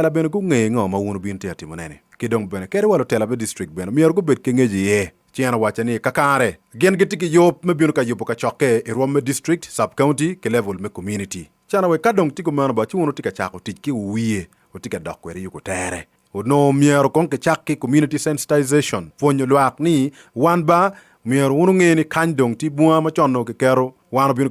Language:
Acoli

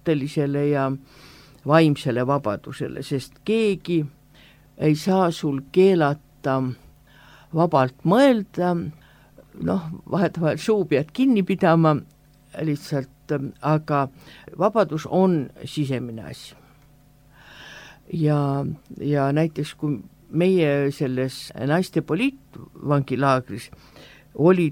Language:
Estonian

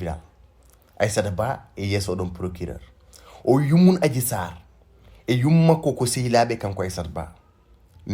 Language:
Fula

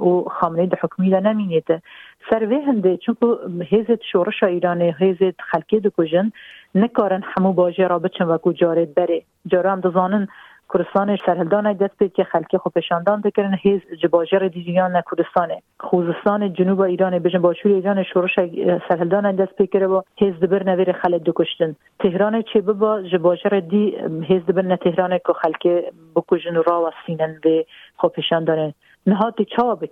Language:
Kurdish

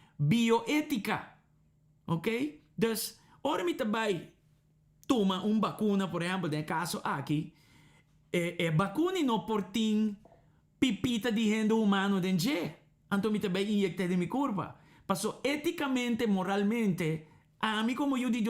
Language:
Papiamento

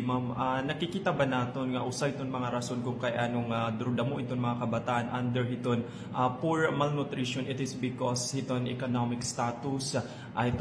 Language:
Waray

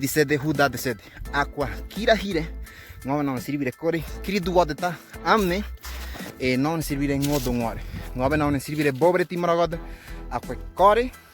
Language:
Ngäbere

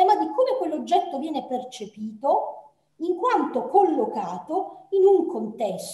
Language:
Italian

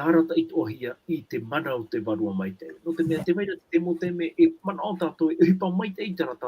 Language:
Tahitian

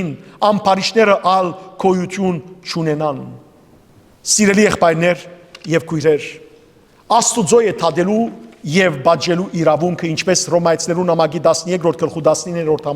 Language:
Western Armenian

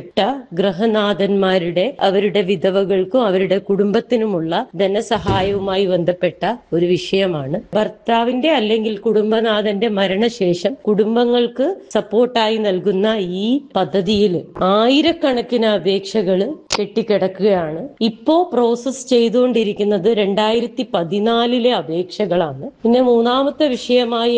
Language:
Malayalam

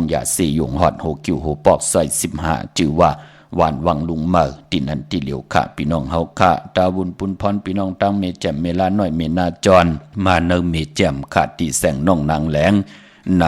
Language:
Shan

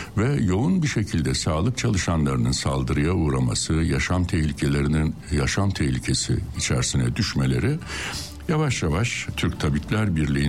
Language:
Turkish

